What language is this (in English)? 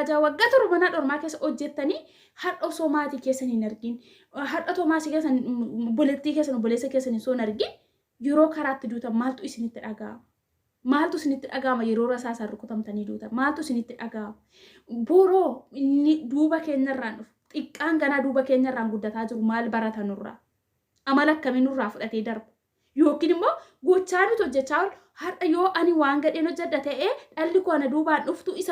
Oromo